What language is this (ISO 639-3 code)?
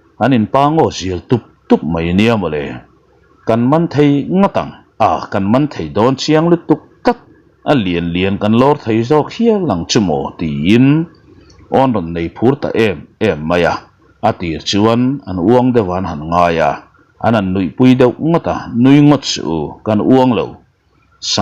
lus